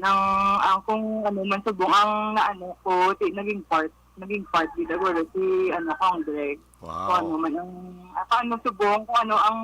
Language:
Hiligaynon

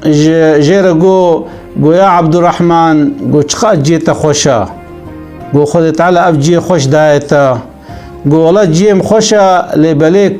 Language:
Kurdish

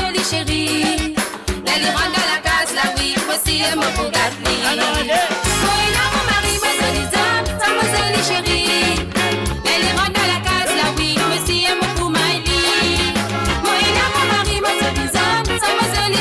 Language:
Morisyen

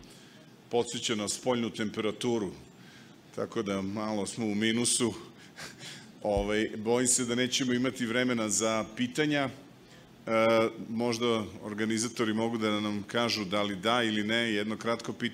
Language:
Serbian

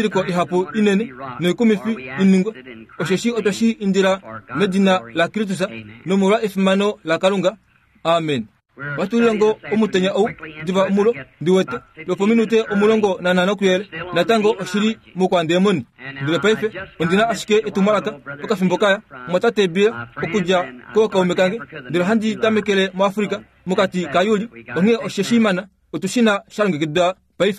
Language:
Kuanyama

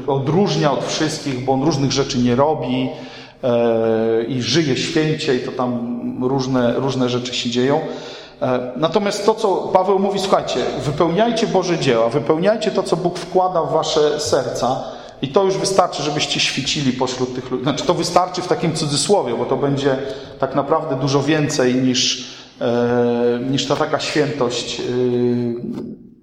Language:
Polish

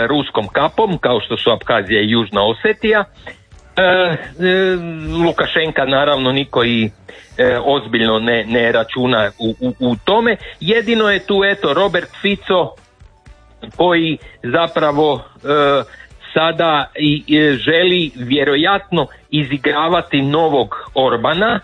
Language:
Croatian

